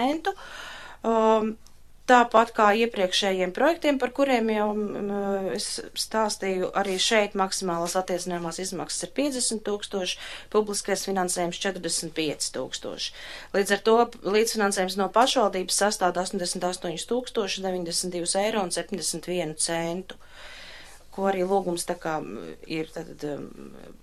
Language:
Latvian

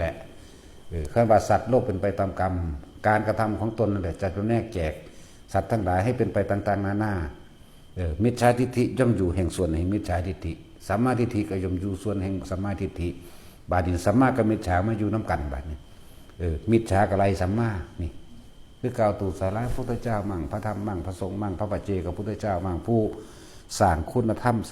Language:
Northeastern Thai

